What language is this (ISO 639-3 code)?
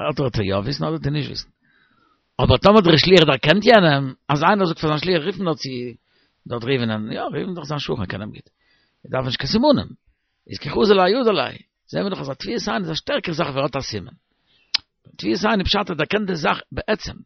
yid